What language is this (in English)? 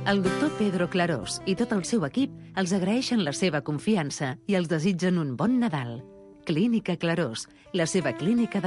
Catalan